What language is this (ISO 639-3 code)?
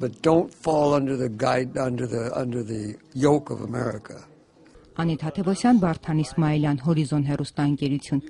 hye